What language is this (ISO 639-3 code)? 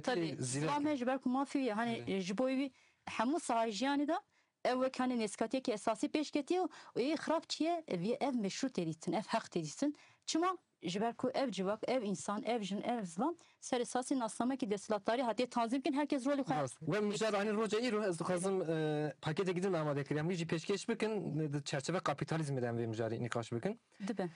kur